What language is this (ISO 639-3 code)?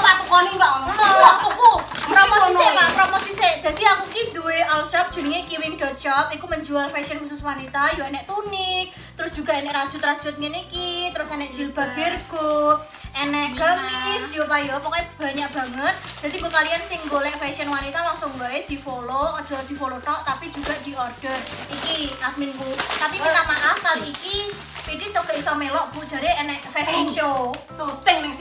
jav